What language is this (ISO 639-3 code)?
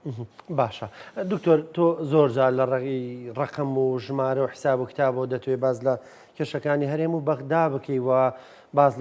ckb